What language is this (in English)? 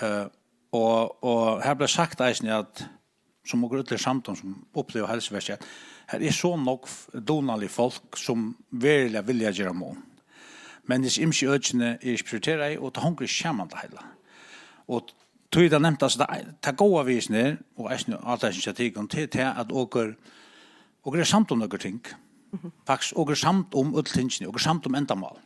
Faroese